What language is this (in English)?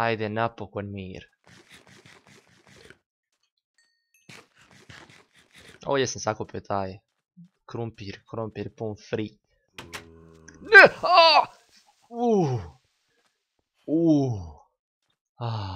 Croatian